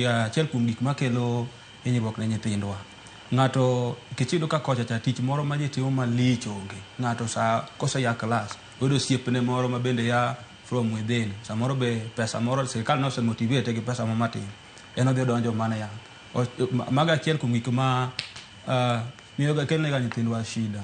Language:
Luo (Kenya and Tanzania)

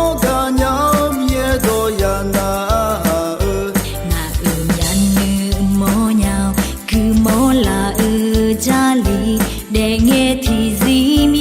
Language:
Akha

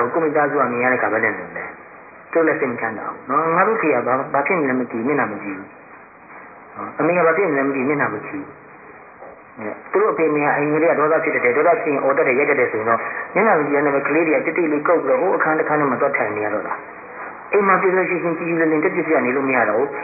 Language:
Burmese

